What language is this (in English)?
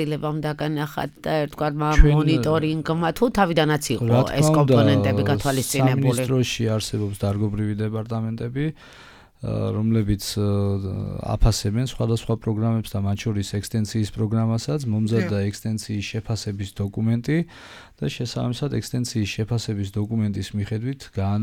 Georgian